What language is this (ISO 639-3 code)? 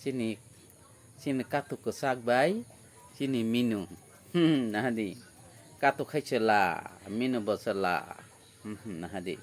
trp